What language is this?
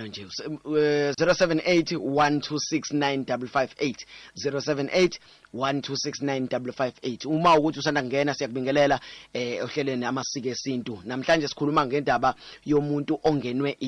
Zulu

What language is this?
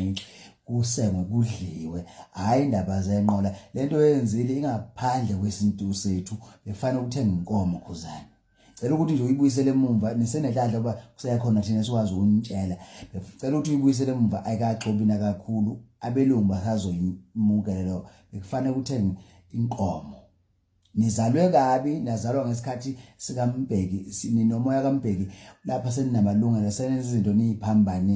Zulu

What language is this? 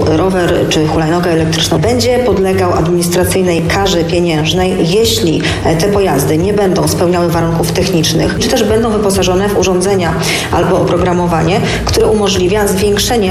Polish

